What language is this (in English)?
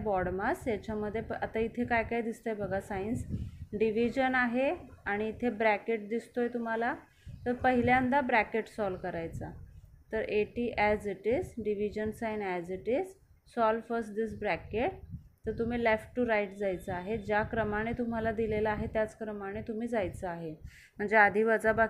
Marathi